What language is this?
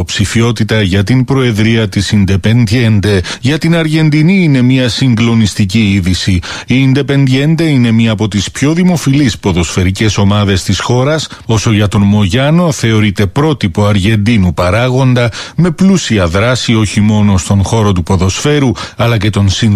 Greek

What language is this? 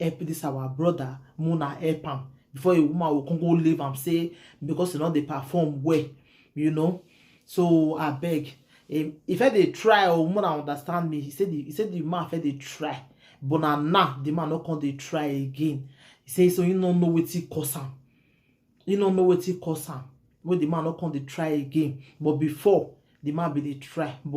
Nigerian Pidgin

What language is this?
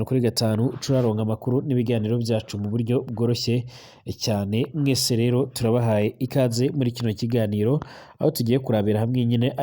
Rundi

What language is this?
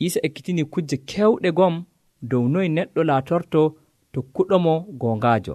Nigerian Fulfulde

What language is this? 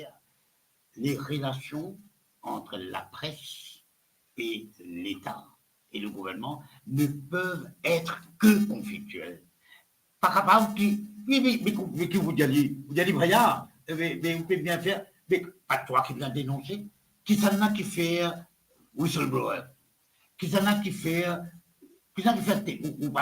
Morisyen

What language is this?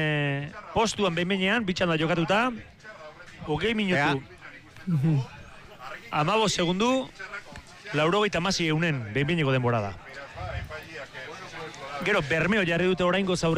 Basque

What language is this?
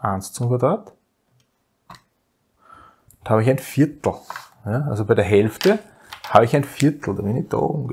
German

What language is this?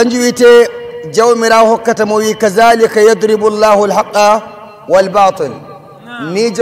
Nigerian Fulfulde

